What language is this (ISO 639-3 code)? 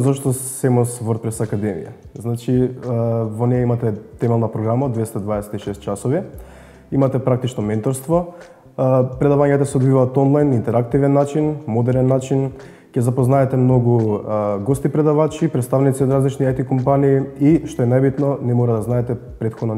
mkd